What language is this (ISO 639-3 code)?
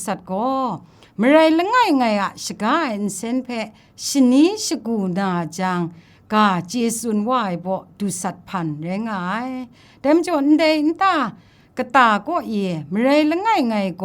kac